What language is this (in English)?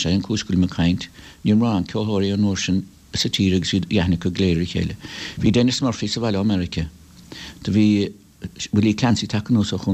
Irish